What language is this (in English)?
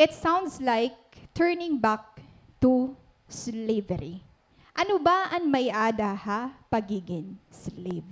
Waray